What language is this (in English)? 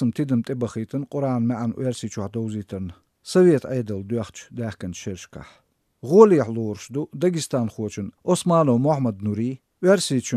Chechen